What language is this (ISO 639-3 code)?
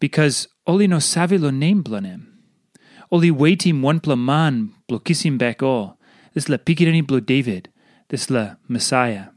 tpi